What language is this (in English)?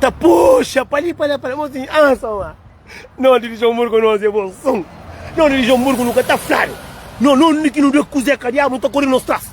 Kabuverdianu